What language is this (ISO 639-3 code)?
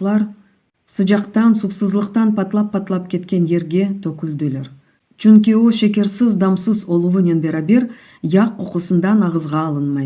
crh